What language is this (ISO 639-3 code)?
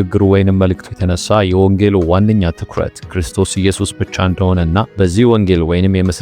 amh